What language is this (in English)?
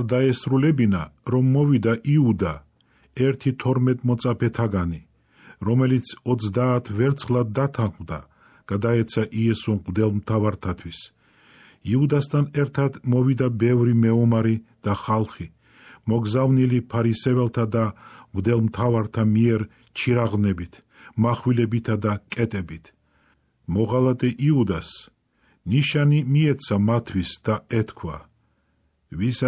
Georgian